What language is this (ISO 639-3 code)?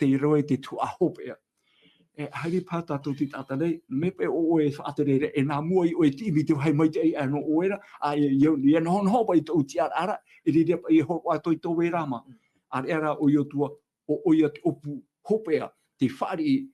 tah